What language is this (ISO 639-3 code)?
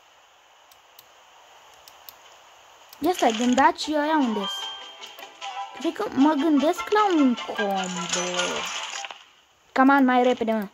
ron